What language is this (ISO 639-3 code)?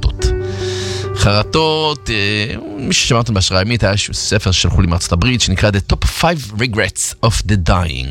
heb